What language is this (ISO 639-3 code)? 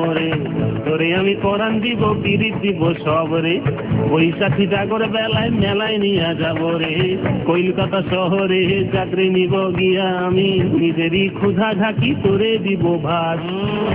ben